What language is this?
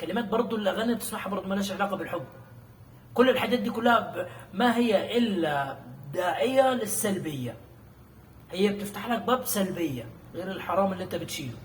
Egyptian Arabic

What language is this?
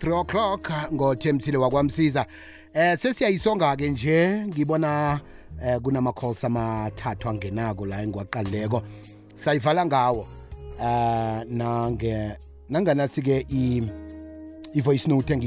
South Ndebele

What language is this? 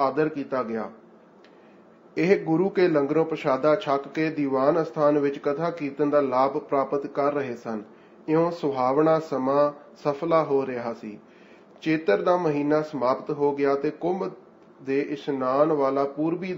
Punjabi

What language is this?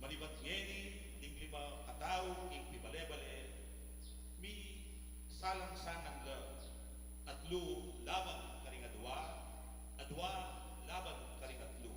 Pampanga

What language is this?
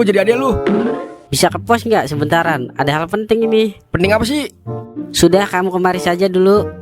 Betawi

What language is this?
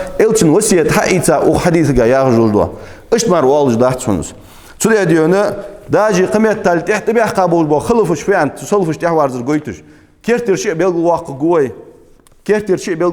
Ingush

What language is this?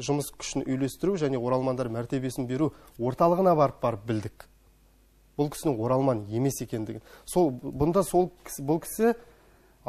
Kazakh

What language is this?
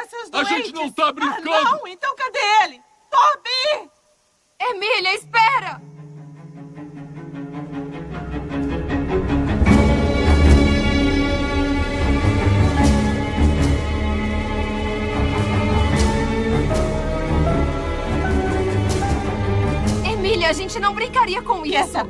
Portuguese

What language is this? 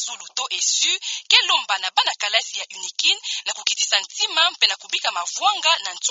Kituba (Democratic Republic of Congo)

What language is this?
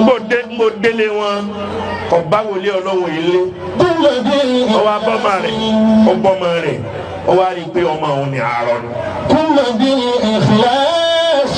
Yoruba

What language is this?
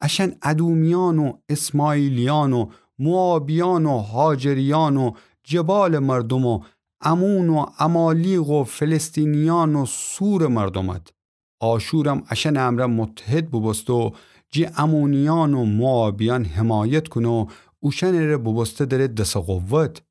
Gilaki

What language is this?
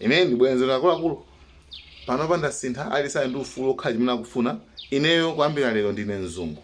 Nyanja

